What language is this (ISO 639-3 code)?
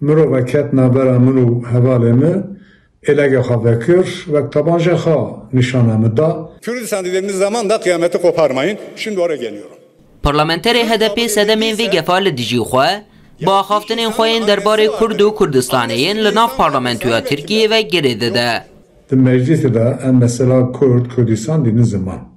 kur